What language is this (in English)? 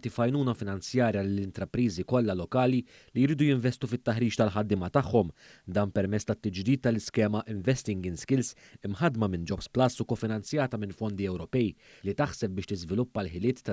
Maltese